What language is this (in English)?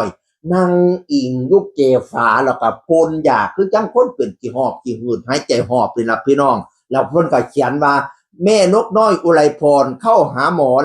Northeastern Thai